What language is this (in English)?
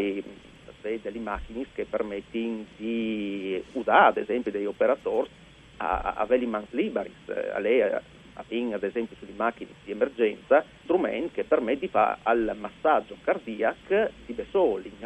Friulian